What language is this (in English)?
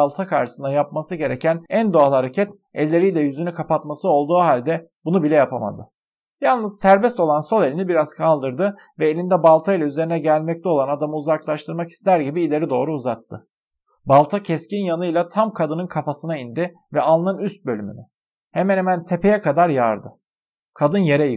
Turkish